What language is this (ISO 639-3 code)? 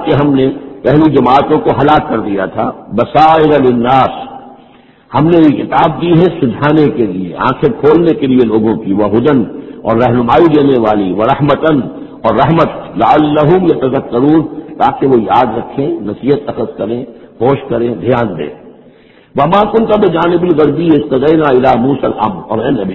urd